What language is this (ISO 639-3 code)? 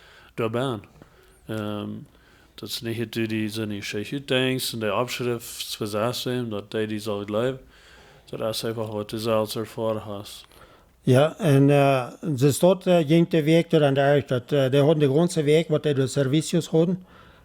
pdt